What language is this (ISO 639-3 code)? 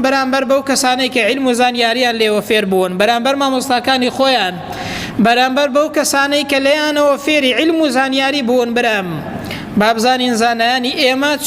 ckb